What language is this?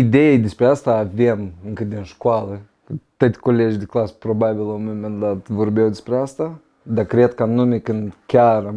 Romanian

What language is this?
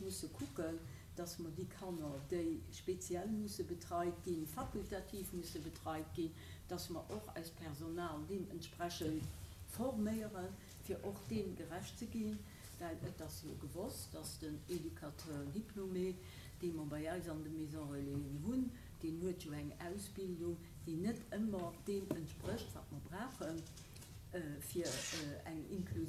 Luxembourgish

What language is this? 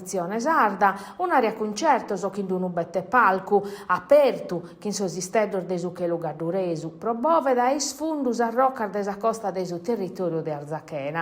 Sardinian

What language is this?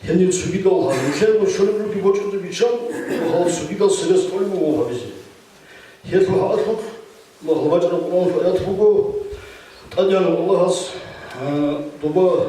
Avaric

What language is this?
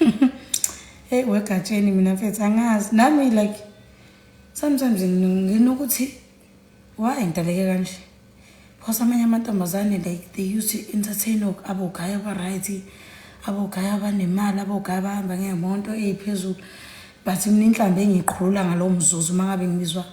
Zulu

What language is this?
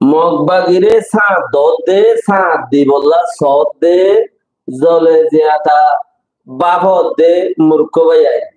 Rohingya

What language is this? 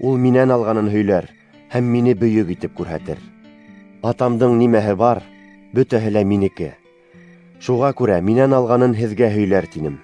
Bashkir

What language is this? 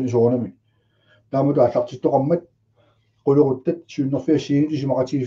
Kalaallisut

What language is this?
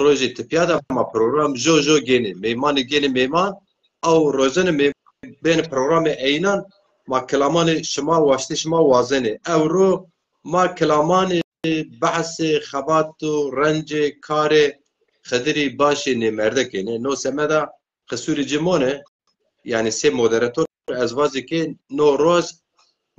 Zaza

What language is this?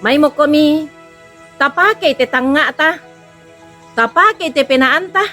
Toraja-Sa'dan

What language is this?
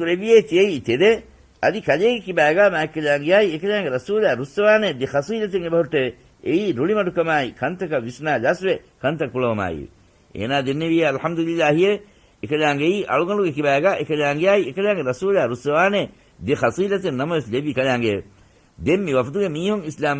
Divehi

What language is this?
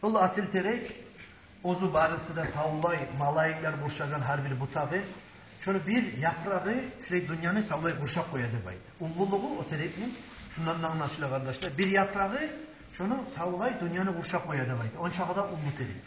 Kumyk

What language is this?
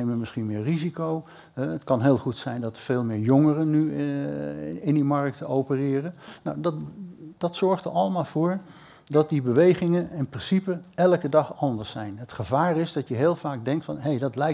Dutch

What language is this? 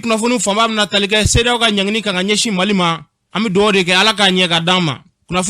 Bambara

